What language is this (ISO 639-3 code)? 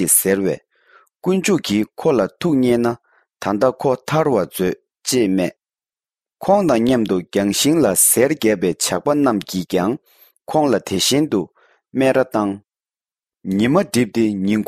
bod